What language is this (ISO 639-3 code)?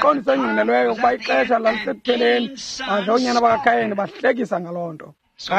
xho